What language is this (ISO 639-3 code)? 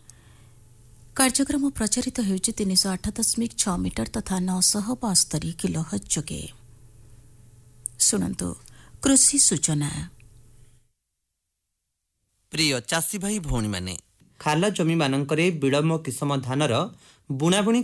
ori